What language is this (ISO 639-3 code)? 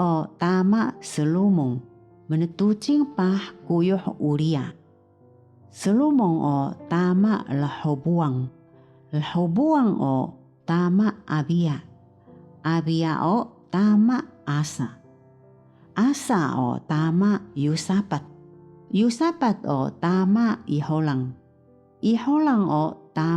trv